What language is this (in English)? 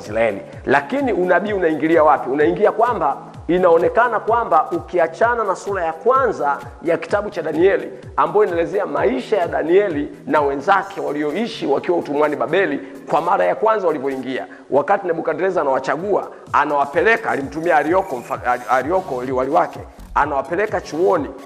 Swahili